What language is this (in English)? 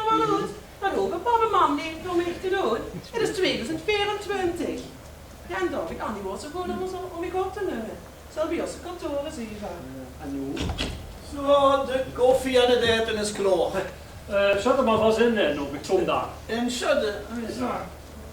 Limburgish